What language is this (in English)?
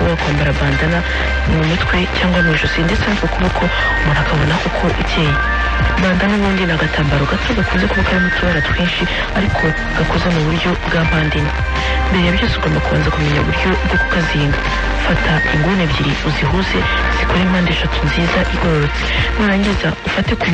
Kinyarwanda